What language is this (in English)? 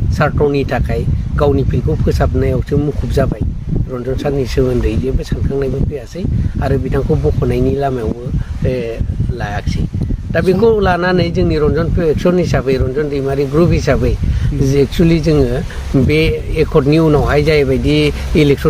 Bodo